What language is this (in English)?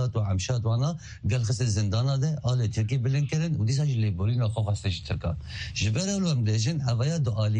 Kurdish